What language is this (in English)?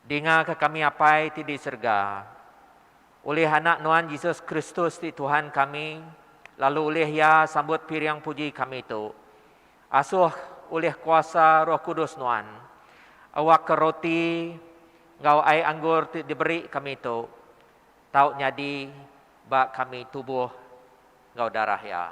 Iban